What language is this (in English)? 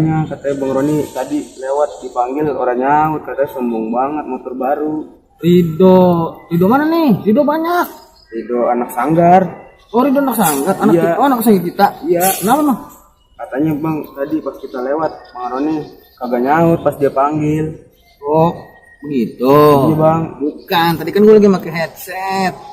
Betawi